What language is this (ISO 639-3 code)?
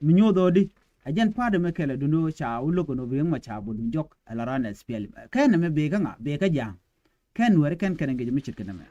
nus